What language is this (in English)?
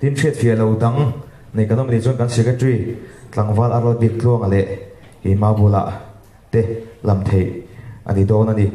Mizo